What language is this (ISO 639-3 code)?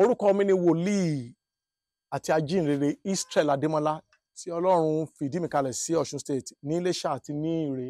yor